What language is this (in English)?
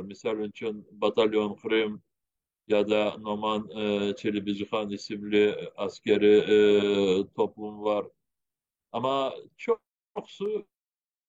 Crimean Tatar